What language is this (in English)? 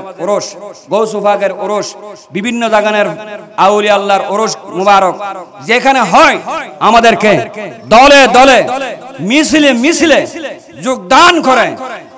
Bangla